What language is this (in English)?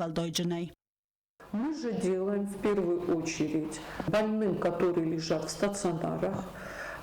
Ossetic